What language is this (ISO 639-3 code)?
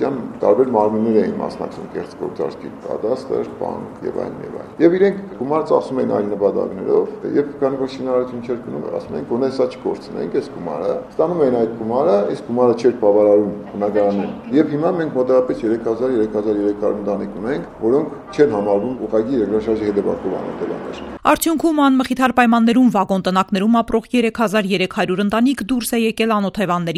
hye